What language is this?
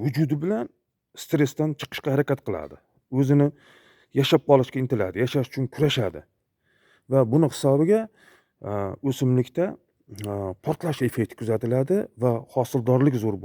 Uzbek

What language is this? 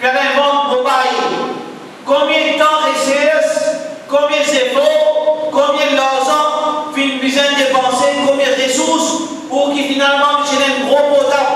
Morisyen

